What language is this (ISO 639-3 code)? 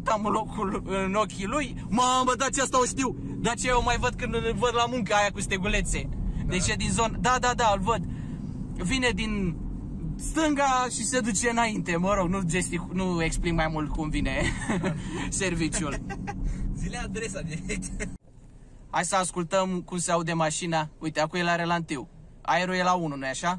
ron